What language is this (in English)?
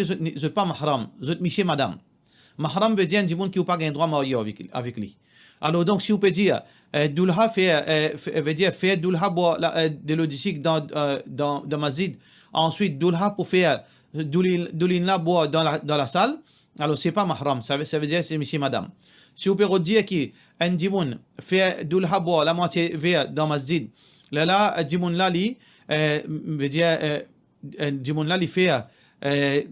Morisyen